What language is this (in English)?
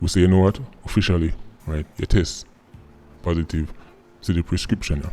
Jamaican Creole English